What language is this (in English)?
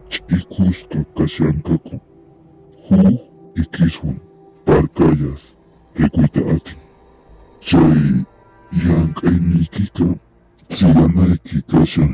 Quechua